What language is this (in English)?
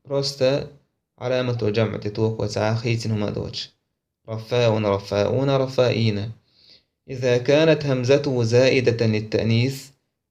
Chechen